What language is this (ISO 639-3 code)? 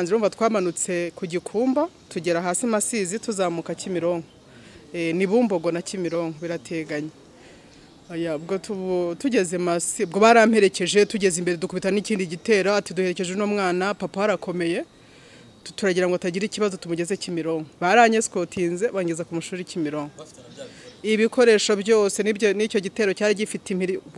kin